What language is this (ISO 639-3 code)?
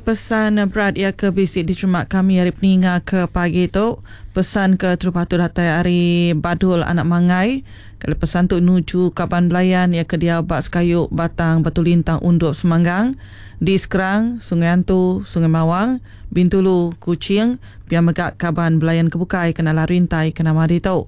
iba